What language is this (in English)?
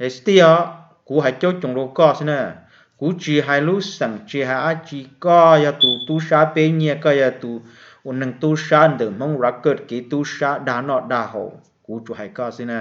Hmong